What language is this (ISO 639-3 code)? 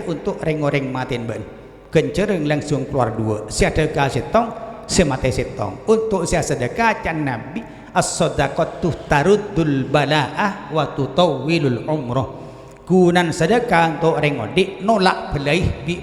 mad